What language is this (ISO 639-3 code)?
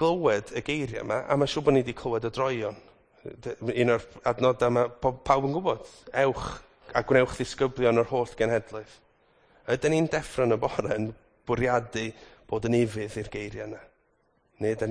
cym